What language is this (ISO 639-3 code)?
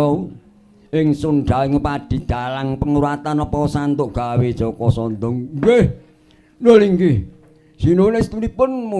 jav